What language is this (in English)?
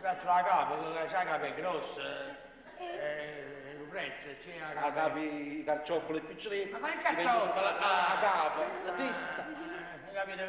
Neapolitan